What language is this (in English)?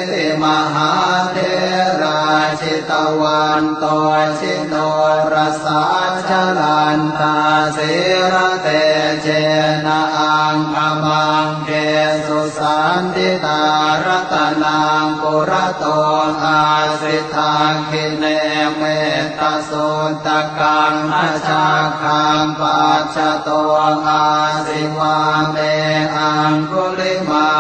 Pali